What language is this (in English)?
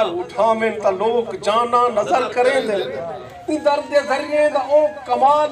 Saraiki